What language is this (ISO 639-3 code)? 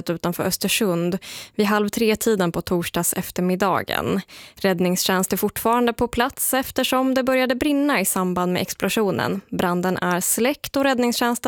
swe